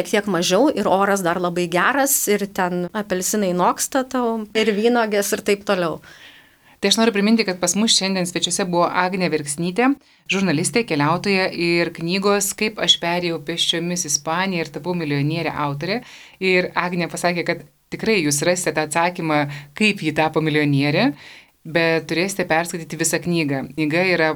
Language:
Lithuanian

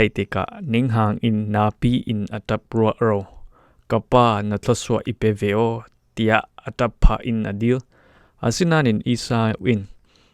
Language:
Falam Chin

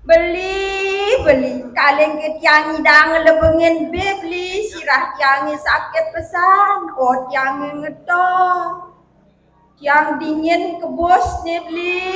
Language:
Balinese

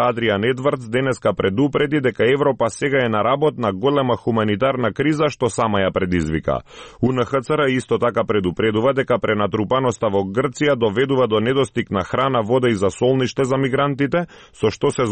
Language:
Macedonian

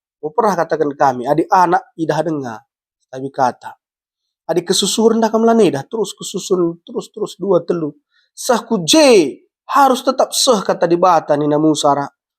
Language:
Batak Karo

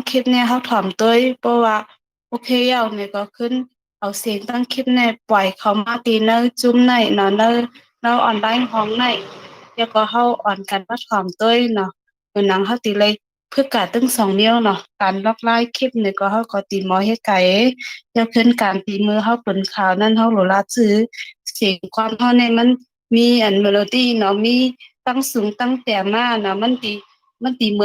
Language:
Shan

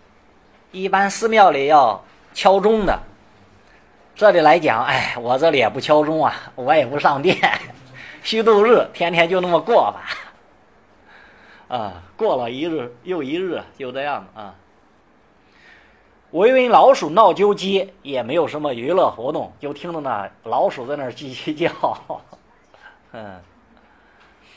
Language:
Chinese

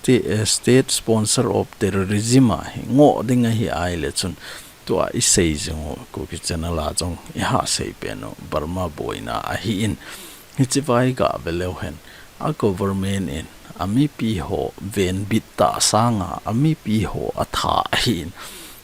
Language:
Thado Chin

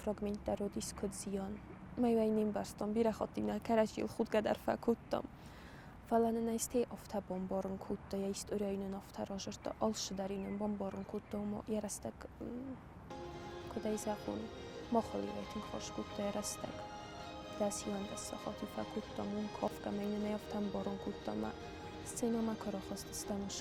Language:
Ossetic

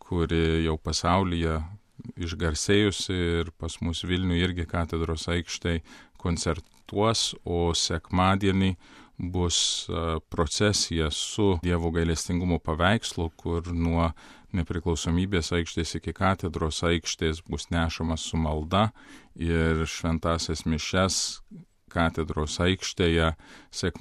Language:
Lithuanian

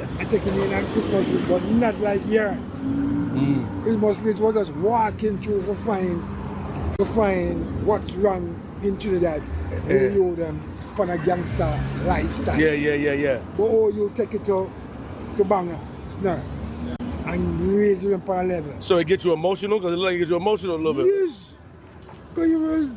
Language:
Jamaican Creole English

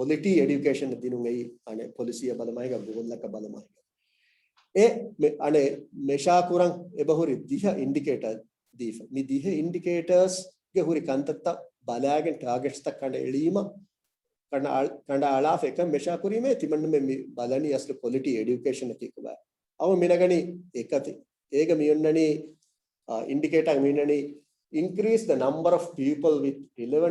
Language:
Divehi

